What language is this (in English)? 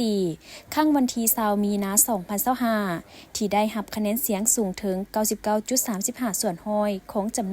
Lao